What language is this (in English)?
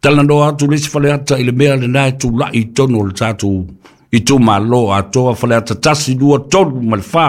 Samoan